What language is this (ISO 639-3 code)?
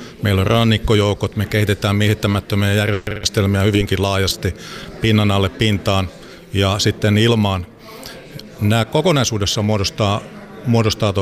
fin